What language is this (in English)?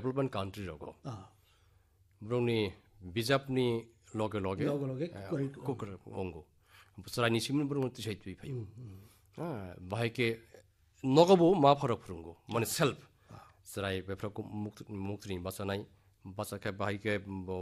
Bangla